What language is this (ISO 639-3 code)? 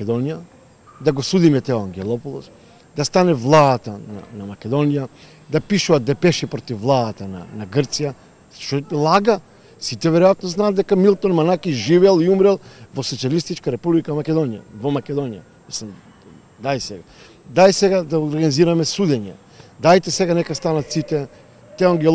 mkd